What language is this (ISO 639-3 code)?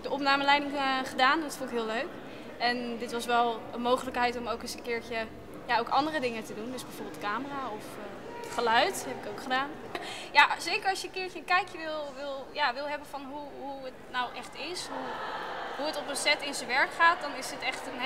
nld